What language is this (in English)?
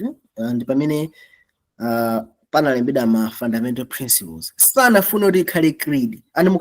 Nyanja